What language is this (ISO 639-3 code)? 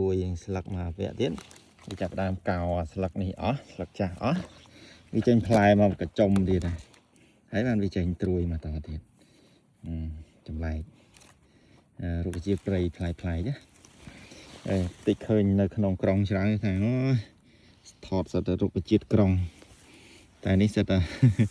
khm